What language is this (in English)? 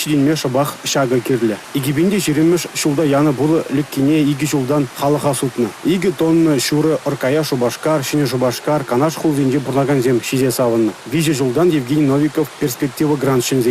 Chuvash